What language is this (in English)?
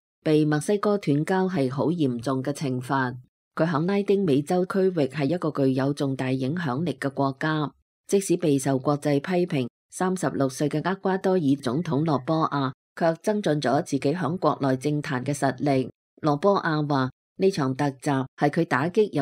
Cantonese